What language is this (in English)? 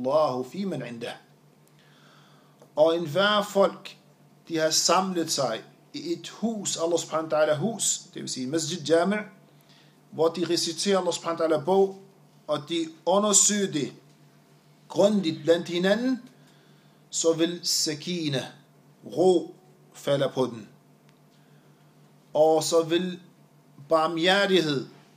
Danish